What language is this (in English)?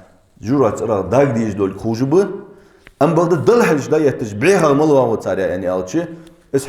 Ingush